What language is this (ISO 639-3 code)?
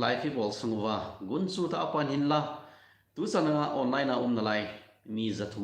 tcz